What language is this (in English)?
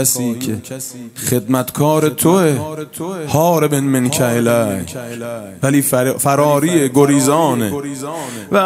Persian